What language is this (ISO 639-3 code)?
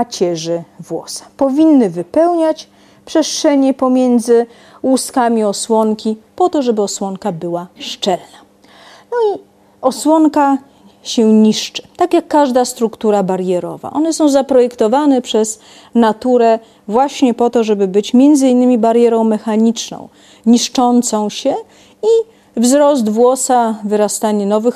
pol